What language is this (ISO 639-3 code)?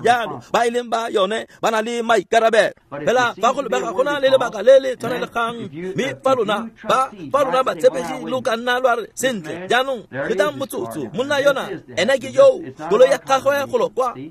tsn